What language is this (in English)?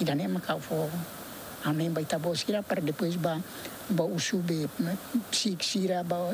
Tetum